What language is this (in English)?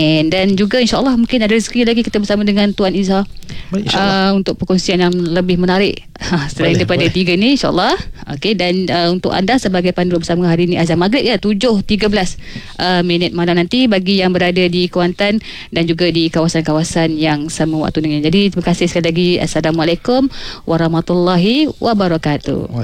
Malay